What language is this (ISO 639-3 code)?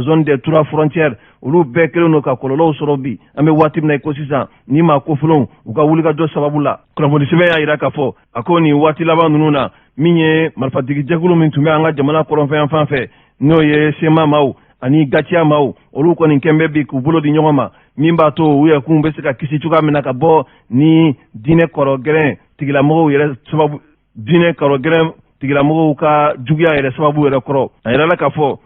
bam